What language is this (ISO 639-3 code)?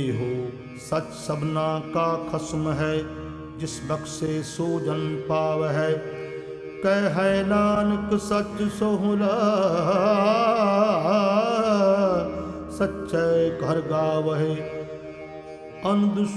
pan